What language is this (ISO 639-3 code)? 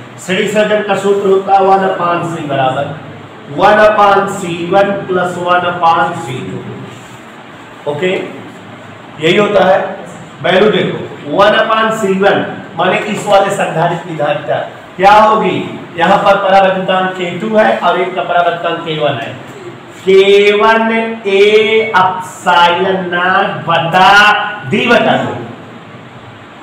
hin